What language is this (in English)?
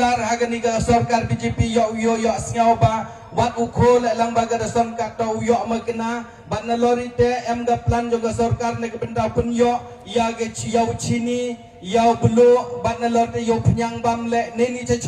Karbi